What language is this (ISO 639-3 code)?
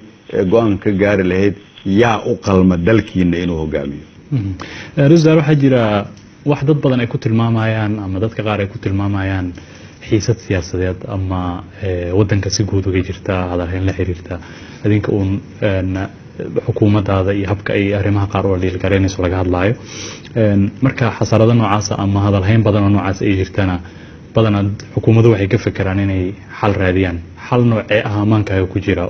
som